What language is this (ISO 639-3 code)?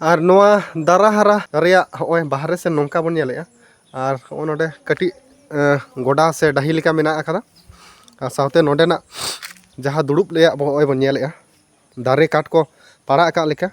sat